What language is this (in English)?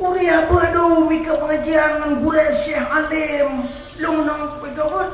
Achinese